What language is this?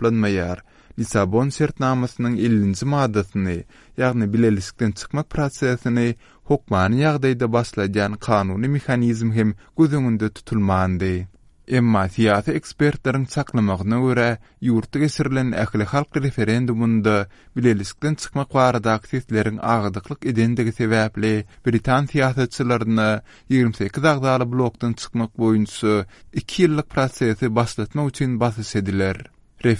Turkmen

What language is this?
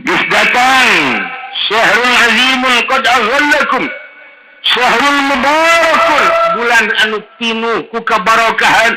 Sundanese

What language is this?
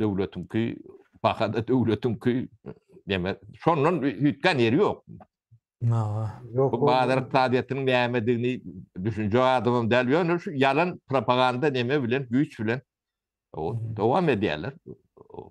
Turkmen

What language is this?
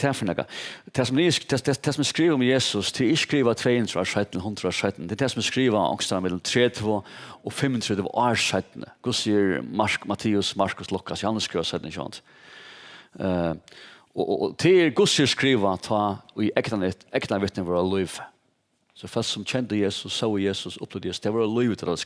Faroese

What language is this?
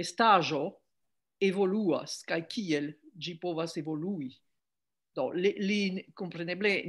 Esperanto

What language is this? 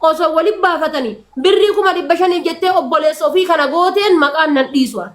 Oromo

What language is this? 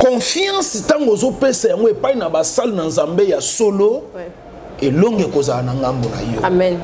Lingala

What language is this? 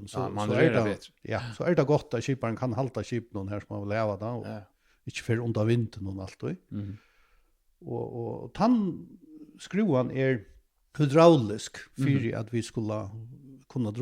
Faroese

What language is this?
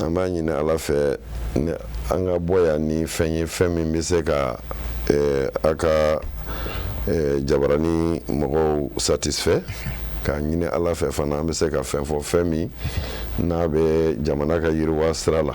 Bambara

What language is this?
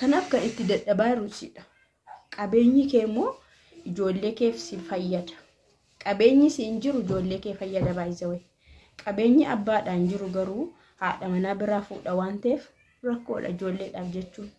Oromo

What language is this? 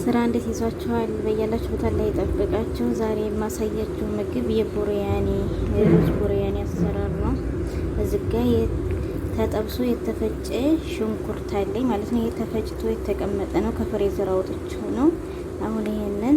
Amharic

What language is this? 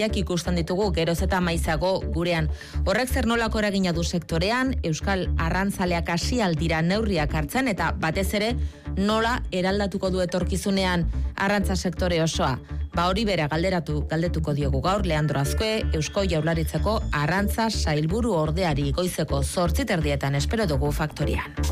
Basque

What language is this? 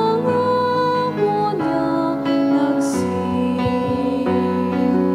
Bikol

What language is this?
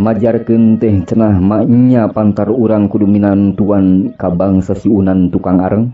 Sundanese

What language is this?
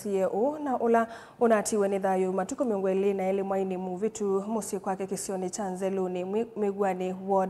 Kamba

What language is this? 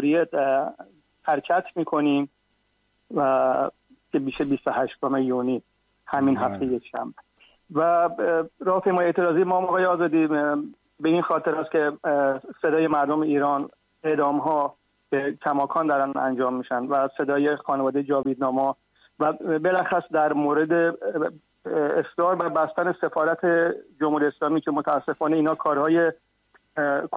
Persian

